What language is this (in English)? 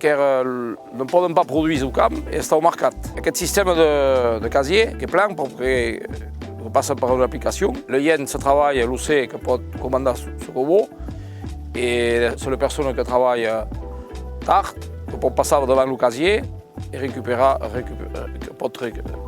Occitan